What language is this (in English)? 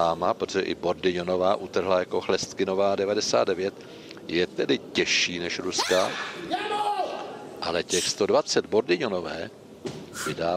Czech